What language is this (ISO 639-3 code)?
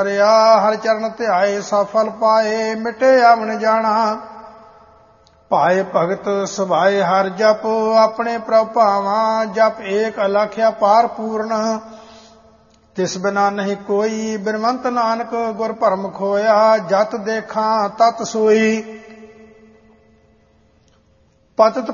pan